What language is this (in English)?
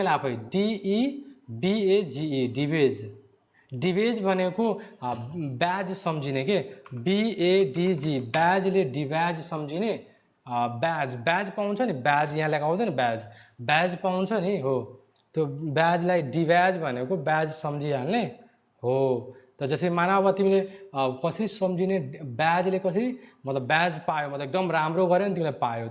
Nepali